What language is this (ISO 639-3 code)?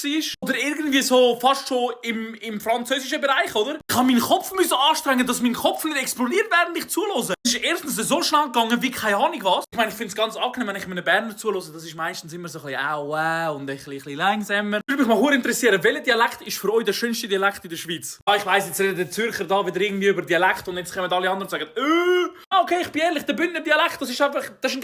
gsw